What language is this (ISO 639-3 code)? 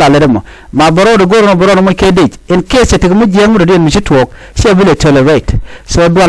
nus